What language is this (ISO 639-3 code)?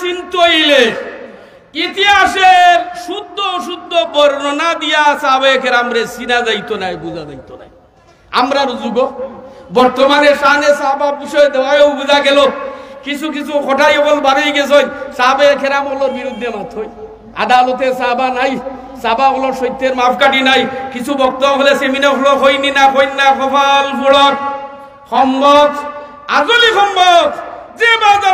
syl